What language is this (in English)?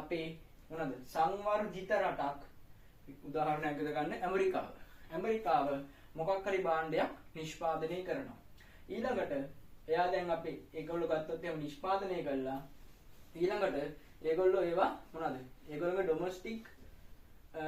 Sinhala